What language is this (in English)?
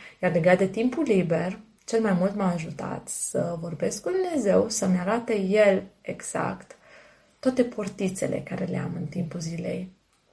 Romanian